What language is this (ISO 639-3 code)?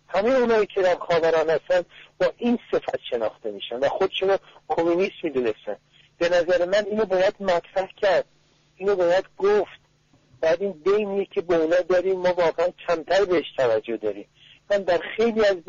fas